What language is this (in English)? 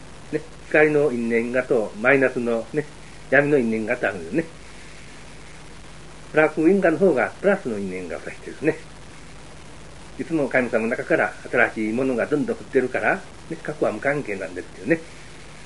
Japanese